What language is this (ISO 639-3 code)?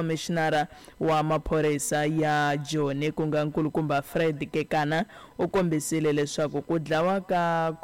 tso